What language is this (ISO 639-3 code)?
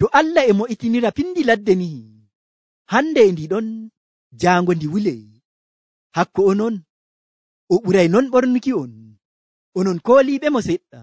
fuv